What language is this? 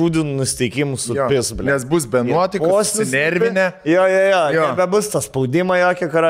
Lithuanian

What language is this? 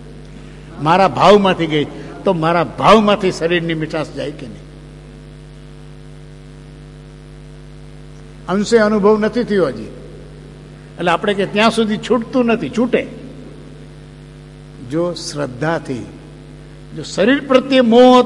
Gujarati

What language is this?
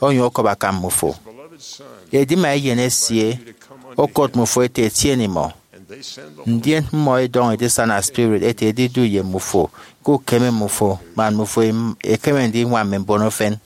Efik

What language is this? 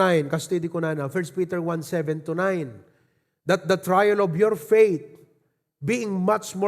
Iloko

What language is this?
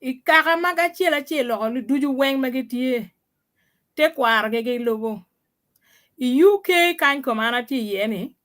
Acoli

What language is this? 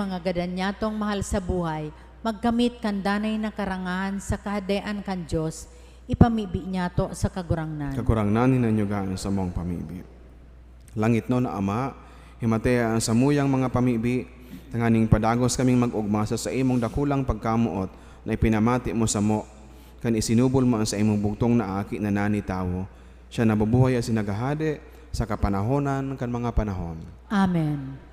Bikol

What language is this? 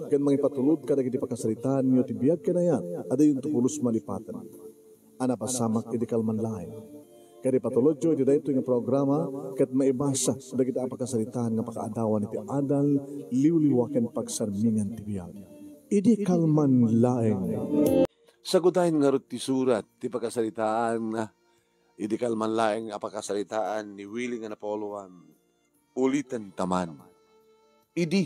Iloko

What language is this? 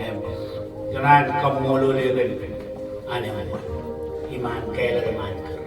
Marshallese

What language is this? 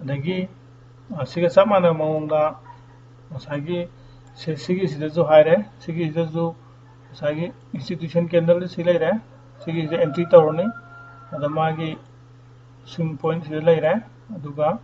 Manipuri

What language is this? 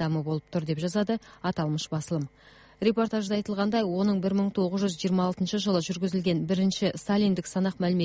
Kazakh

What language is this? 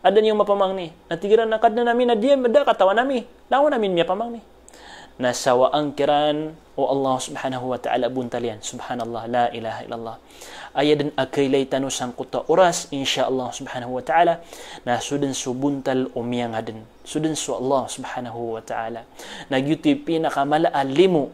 Maranao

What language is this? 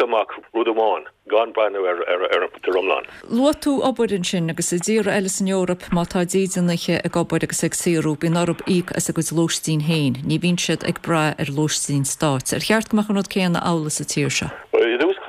Irish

